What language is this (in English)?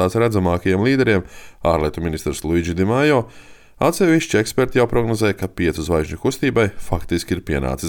Latvian